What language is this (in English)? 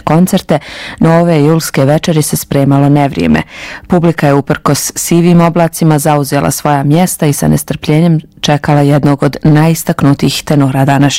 Bosnian